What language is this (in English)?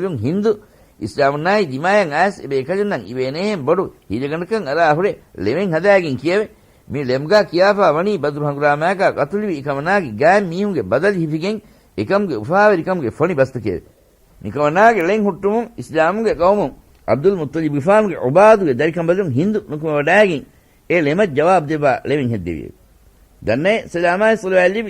Divehi